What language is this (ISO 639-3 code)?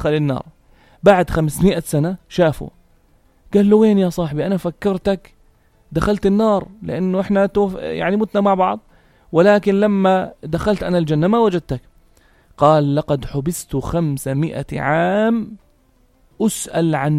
apc